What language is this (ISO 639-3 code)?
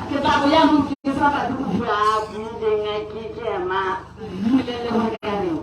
tsn